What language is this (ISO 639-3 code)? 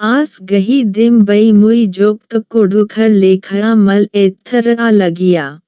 kru